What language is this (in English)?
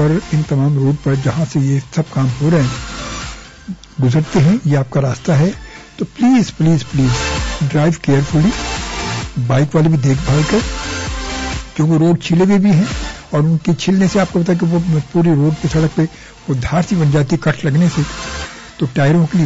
Urdu